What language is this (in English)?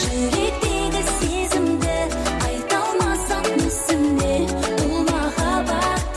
Kara-Kalpak